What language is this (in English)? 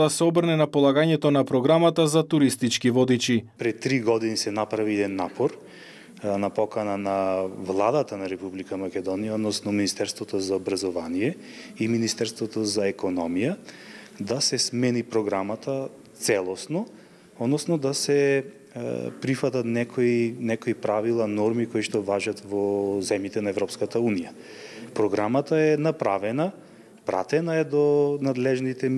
Macedonian